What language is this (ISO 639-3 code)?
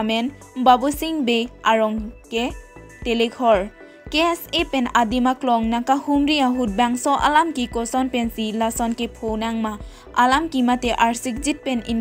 mjw